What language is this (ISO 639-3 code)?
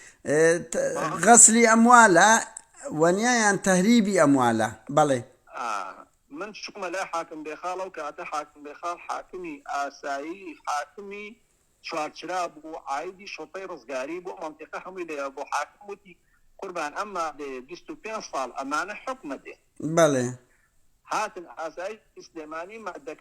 ckb